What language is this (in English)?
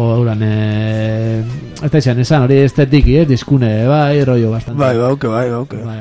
Basque